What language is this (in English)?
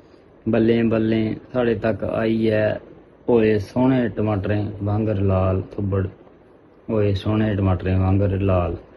Dogri